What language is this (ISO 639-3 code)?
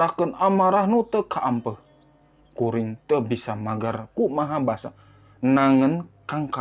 sun